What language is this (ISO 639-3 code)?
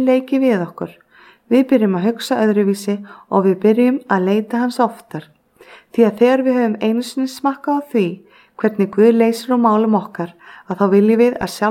isl